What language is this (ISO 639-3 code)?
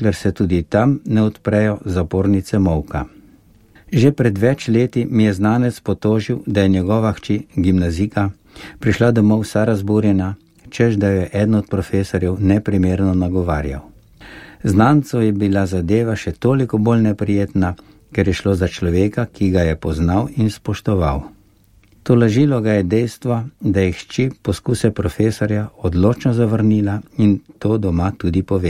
slv